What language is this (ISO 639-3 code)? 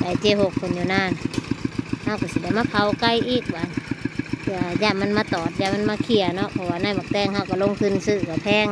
tts